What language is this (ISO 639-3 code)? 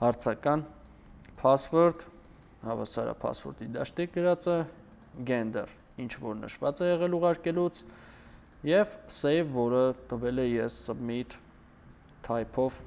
hye